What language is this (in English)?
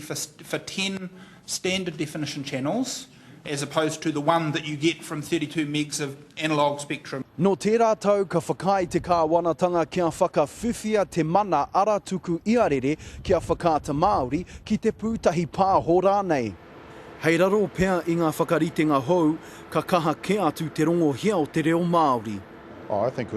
Māori